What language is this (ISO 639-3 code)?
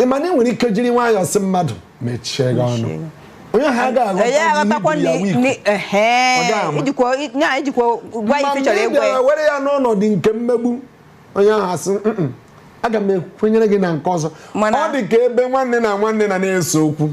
ibo